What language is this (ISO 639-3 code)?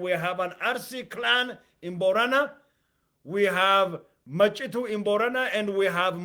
eng